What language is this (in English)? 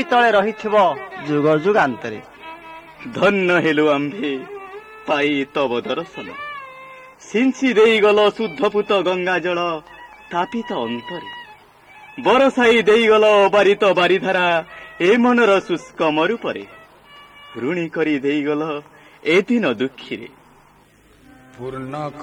Odia